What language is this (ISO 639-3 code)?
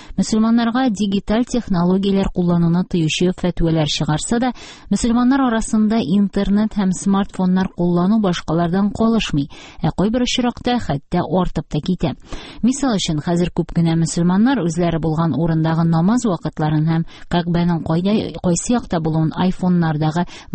tat